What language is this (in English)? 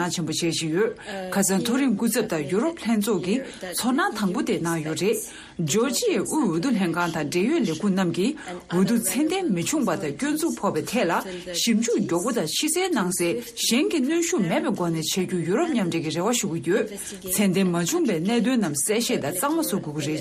Tibetan